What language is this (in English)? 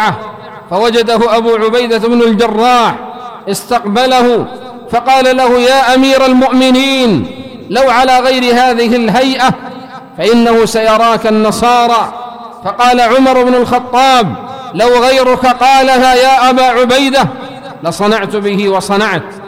Arabic